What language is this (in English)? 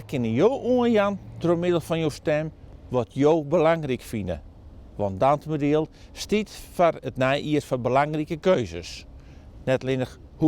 Western Frisian